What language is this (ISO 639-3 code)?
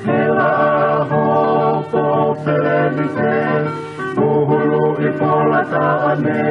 ton